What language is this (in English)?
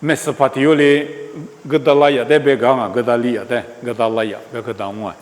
Lisu